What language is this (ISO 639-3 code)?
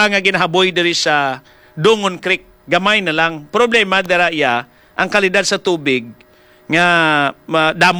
hil